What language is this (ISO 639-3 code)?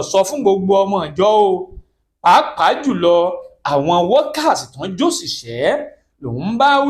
yor